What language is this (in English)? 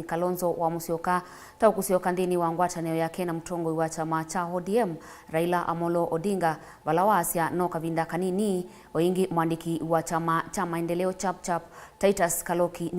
Kamba